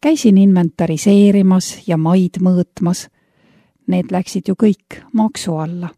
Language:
Estonian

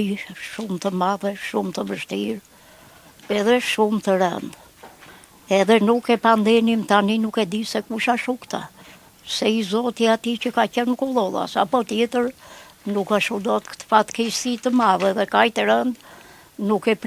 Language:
Albanian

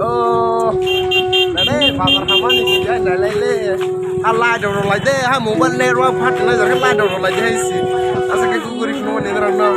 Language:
Kok Borok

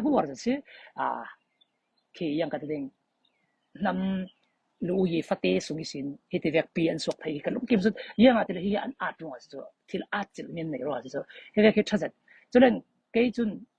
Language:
Falam Chin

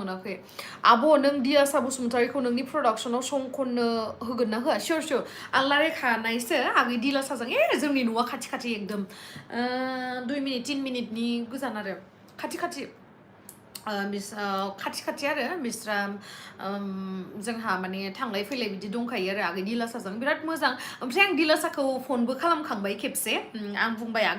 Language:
Bodo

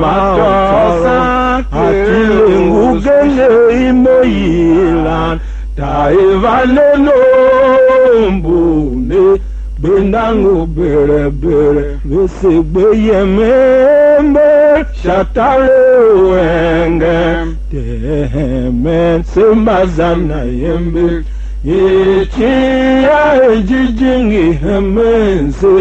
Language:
Tiv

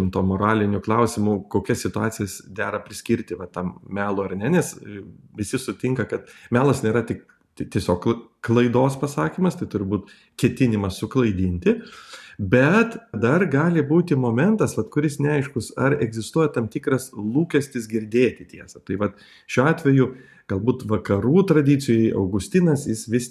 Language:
Lithuanian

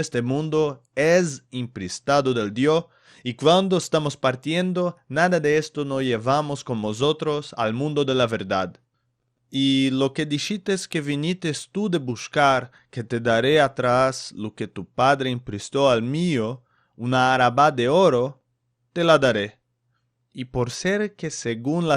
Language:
Ladino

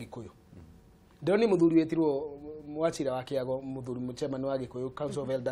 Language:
Kikuyu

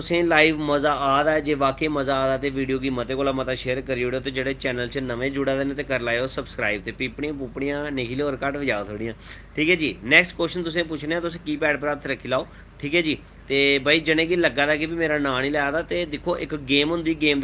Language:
Dogri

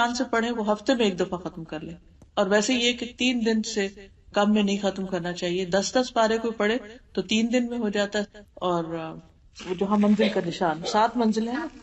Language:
Urdu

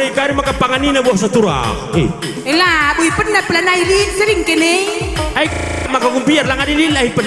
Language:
Batak Karo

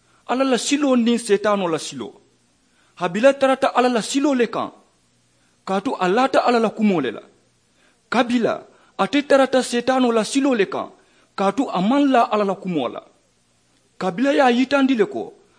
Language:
Mandingo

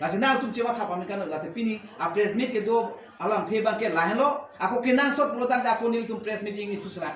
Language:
Karbi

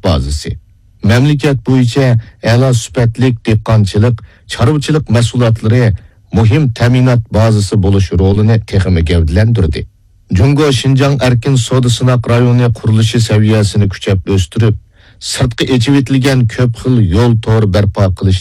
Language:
Uyghur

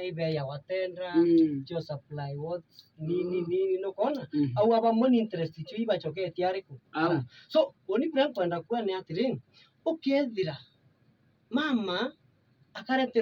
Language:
Meru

